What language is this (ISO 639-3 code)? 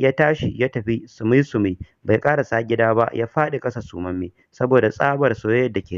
hau